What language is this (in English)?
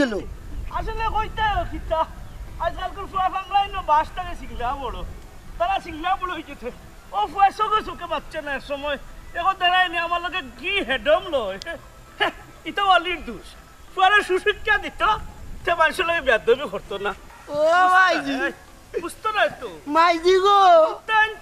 Sylheti